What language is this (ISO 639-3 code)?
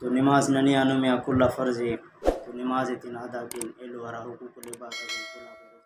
brh